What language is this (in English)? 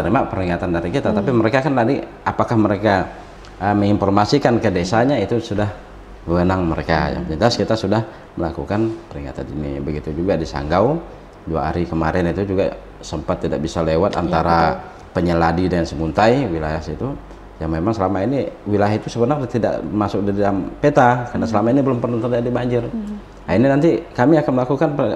Indonesian